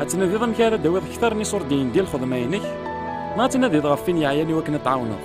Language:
Kabyle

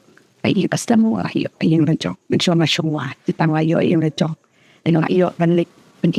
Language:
Khasi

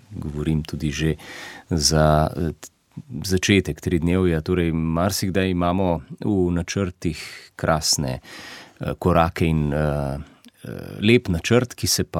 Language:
Slovenian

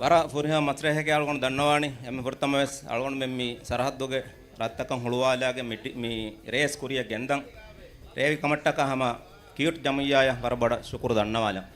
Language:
Divehi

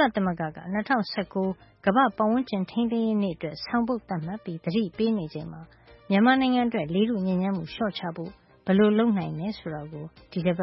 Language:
Burmese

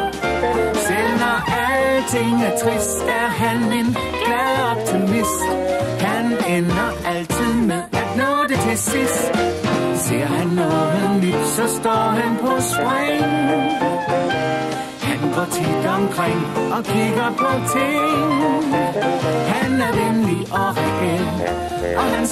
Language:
Danish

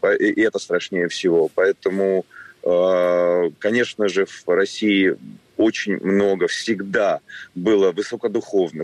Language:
Russian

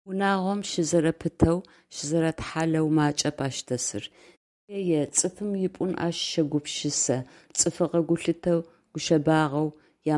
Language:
Adyghe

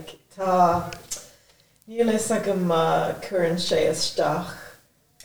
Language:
Irish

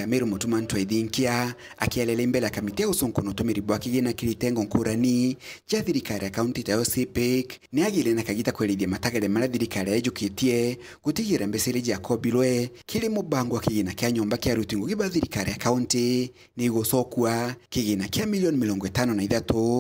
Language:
Meru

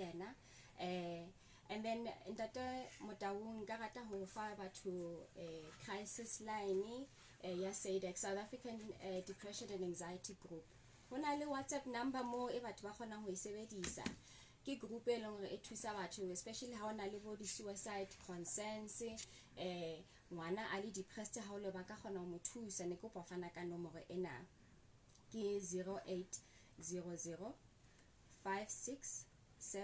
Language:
Southern Sotho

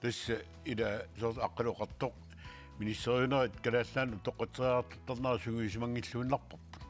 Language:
Kalaallisut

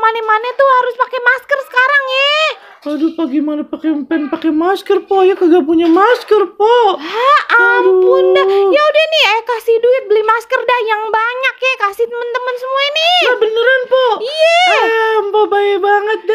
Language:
Betawi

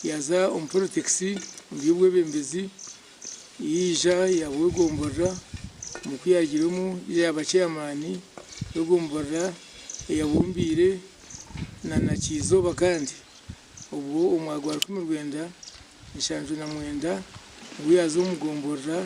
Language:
Nyankole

